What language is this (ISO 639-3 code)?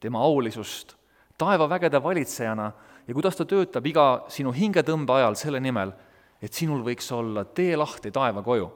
est